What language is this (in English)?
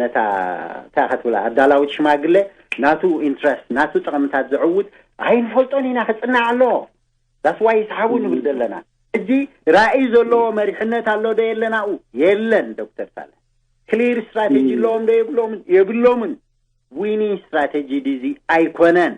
Tigrinya